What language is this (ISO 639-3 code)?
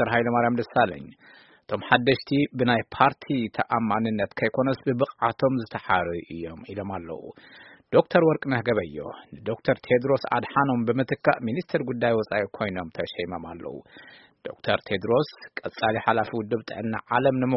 tir